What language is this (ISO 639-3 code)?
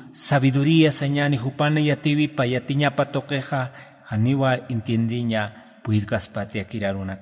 aym